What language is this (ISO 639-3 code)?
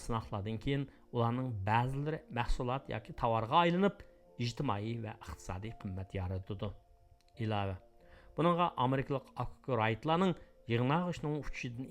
uig